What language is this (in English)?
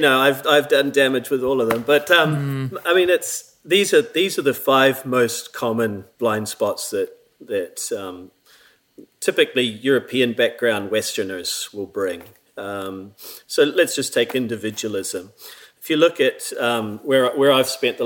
English